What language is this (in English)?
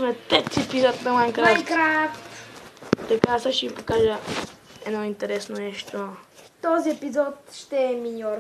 Bulgarian